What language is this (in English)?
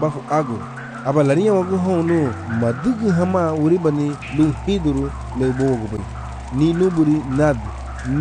Garifuna